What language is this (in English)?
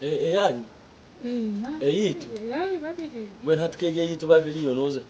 Nyankole